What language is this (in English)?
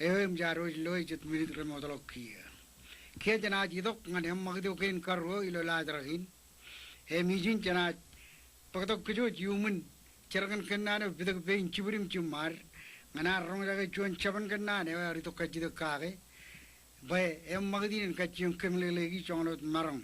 Marshallese